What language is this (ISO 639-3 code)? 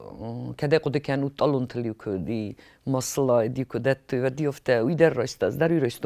oss